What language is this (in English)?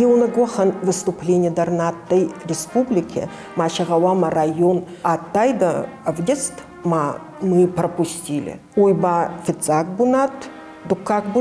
Ossetic